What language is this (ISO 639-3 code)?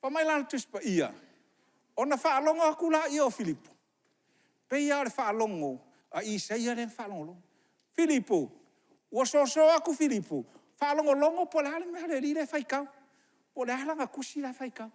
smo